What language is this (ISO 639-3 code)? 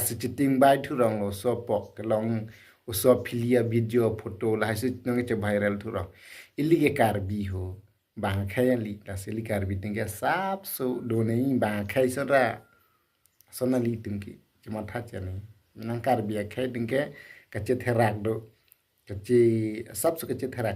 mjw